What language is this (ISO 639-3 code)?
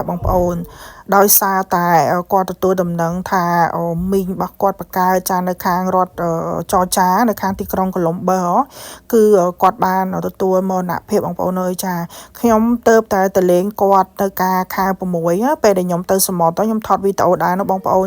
khm